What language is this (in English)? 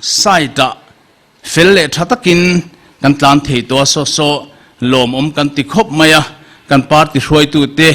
Mizo